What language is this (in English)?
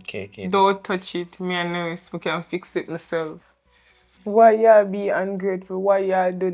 Jamaican Creole English